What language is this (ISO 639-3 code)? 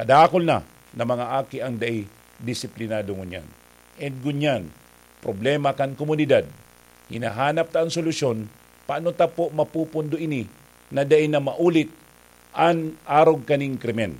bik